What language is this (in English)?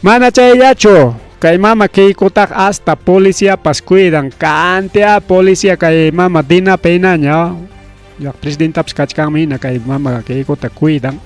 Ayacucho Quechua